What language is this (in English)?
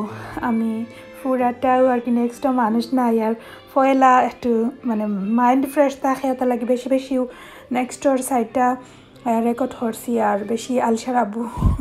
Sylheti